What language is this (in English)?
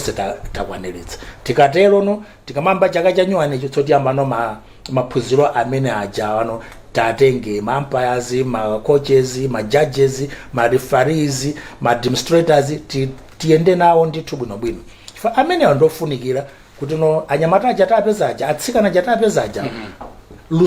Nyanja